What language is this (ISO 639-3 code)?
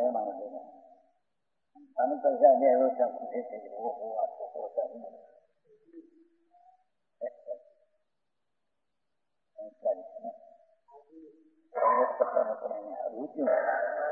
guj